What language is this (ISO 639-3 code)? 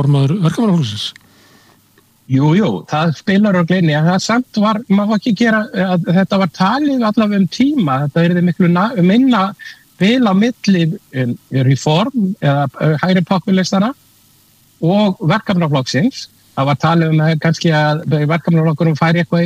isl